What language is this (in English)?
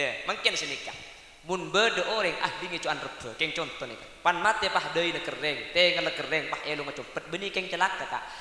Madurese